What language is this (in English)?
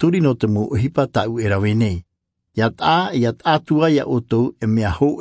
Tahitian